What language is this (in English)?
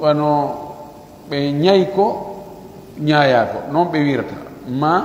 Pular